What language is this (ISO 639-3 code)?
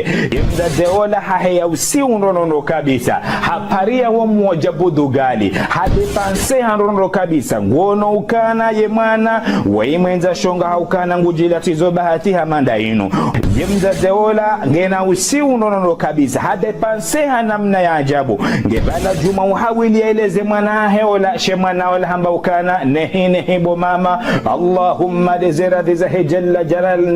zdj